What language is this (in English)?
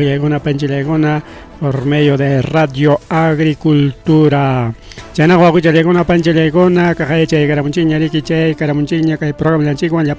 Ayacucho Quechua